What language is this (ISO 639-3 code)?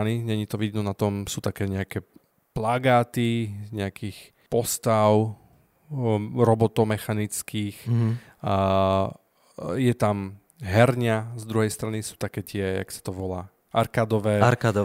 slk